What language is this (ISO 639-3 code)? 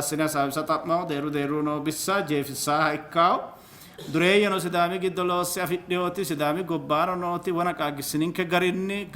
sid